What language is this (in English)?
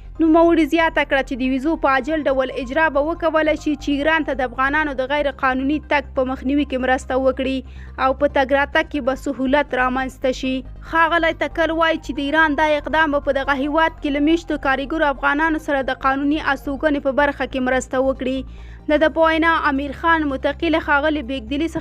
Pashto